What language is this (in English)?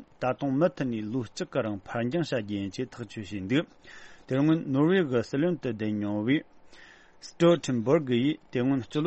Tibetan